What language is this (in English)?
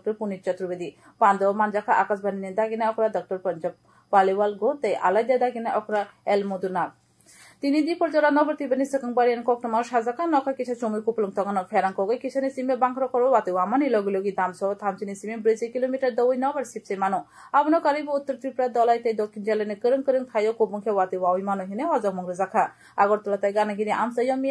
Kok Borok